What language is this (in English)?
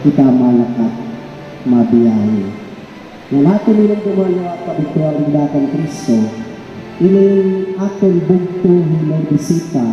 Waray